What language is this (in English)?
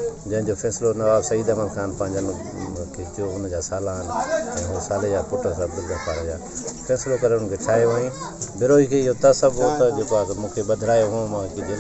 Sindhi